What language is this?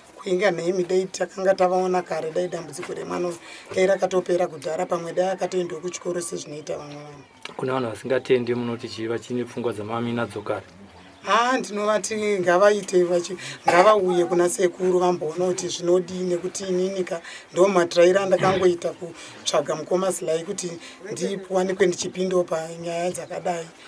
Shona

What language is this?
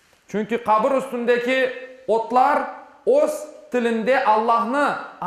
Crimean Tatar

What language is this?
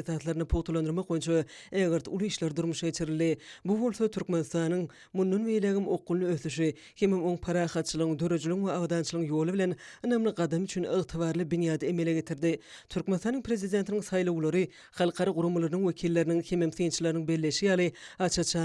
Turkmen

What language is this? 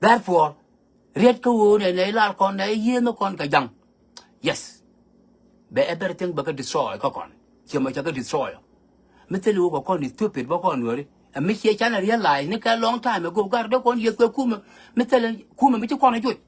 Nuer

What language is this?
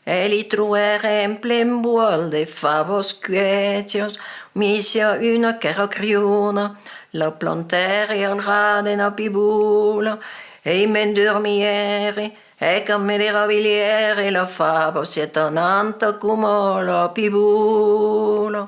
Occitan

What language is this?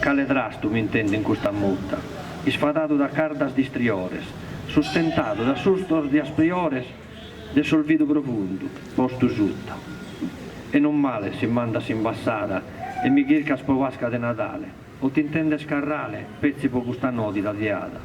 Sardinian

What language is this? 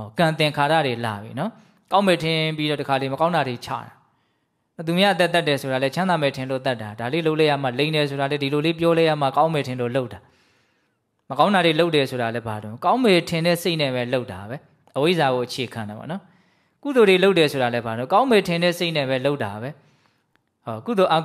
Burmese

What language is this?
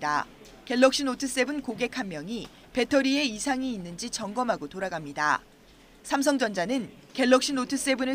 Korean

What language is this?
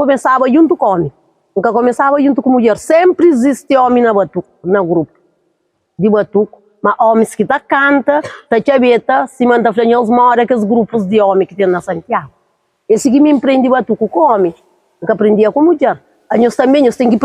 Kabuverdianu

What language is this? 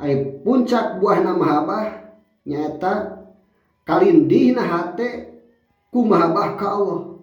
Sundanese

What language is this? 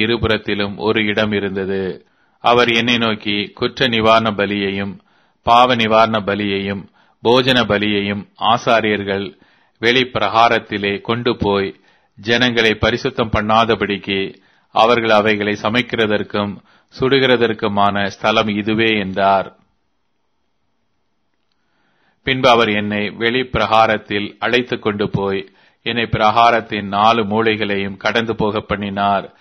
Tamil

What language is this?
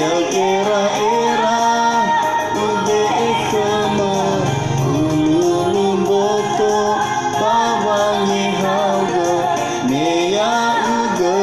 Nias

